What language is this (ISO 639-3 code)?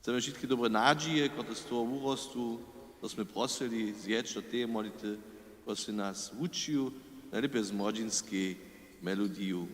hsb